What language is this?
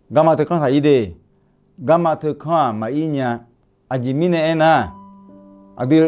Akha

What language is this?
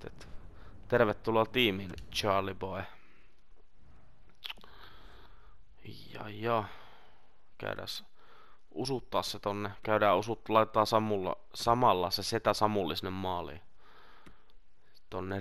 Finnish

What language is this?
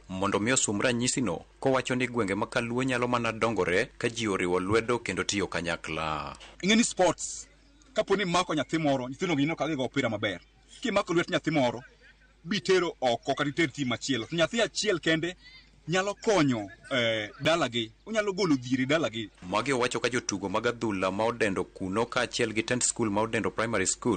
Luo (Kenya and Tanzania)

